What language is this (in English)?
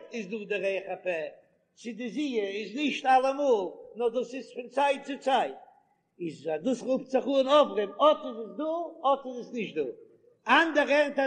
Yiddish